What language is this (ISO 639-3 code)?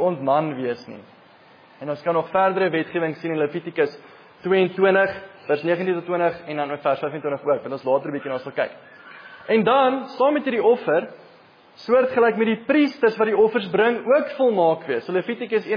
afr